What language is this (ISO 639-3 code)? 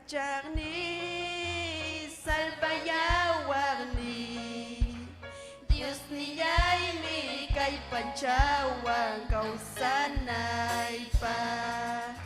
quy